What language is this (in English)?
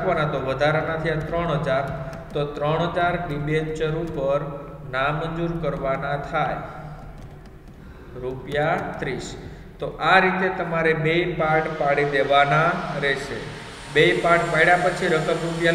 Gujarati